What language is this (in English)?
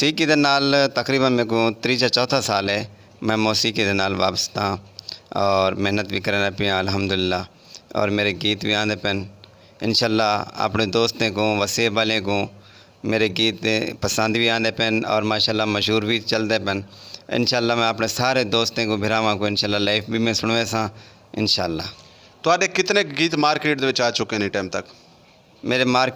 Saraiki